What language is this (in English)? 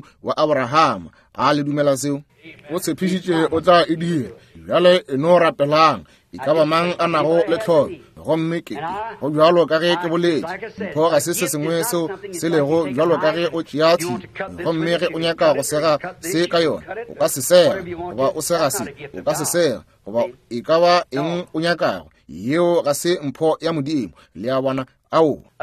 Northern Sotho